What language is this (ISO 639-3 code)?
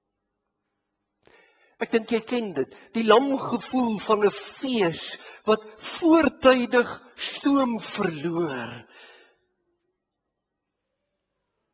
afr